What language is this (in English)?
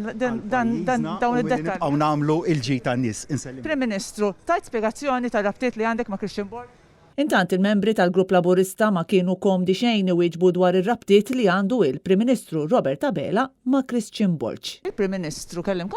Maltese